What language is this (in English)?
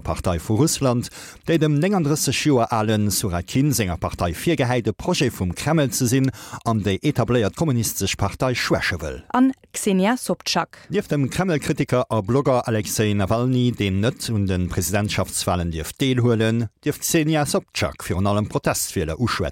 Luxembourgish